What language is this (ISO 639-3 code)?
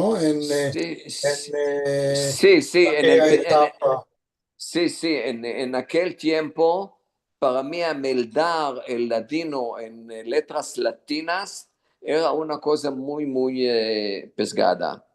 lad